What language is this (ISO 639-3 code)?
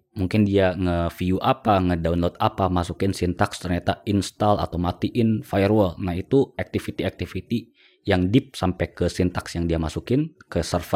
ind